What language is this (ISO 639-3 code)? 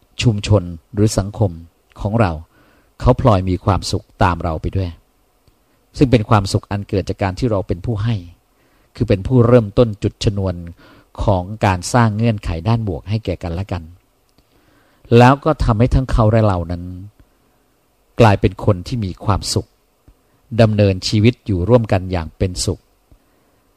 tha